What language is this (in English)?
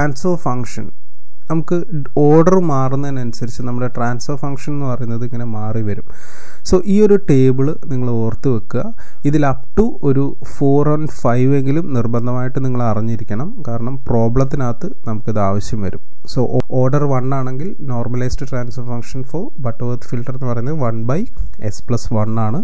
Malayalam